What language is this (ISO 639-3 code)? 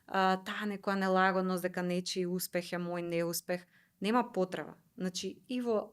mkd